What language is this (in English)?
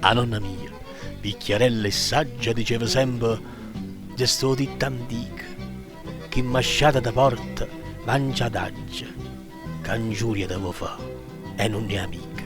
Neapolitan